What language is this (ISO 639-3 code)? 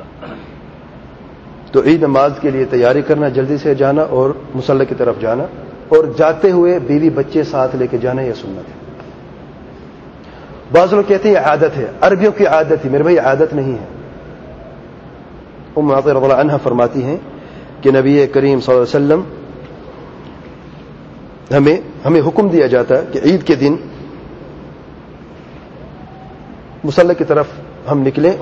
urd